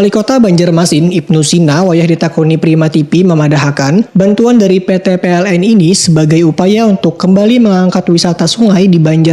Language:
Banjar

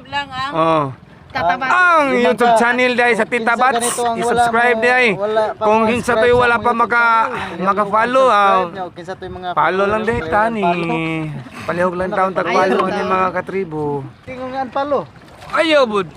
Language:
Cebuano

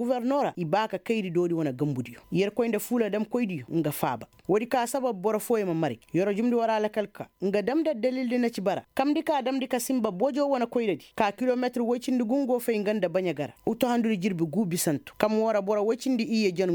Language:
Koyraboro Senni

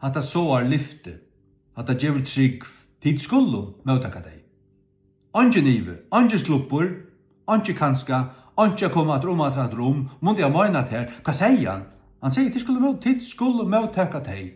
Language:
Faroese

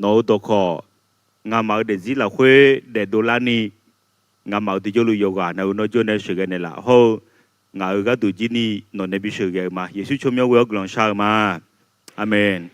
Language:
Akha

